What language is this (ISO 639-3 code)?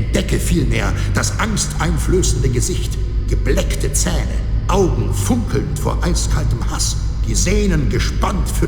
bar